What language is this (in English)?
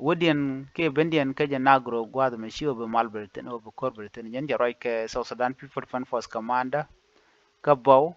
Nuer